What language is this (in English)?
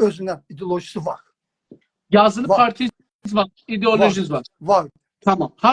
South Azerbaijani